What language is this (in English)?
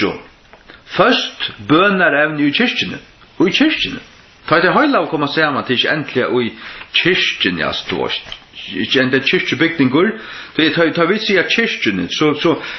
Faroese